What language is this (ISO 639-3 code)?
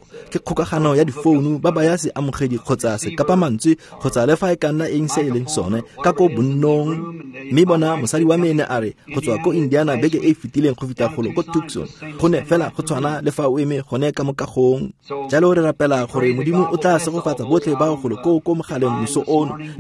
tsn